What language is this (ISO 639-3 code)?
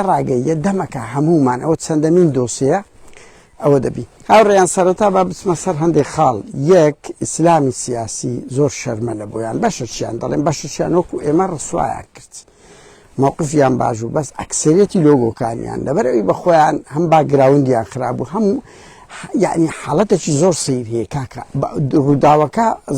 ckb